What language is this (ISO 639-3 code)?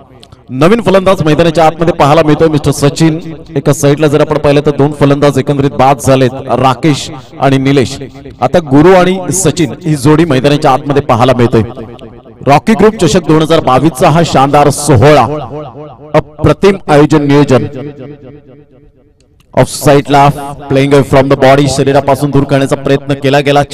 mar